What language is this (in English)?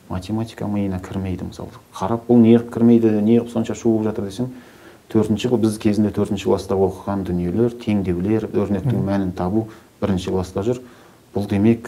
Kazakh